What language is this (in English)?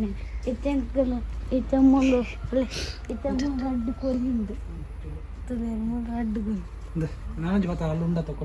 Tulu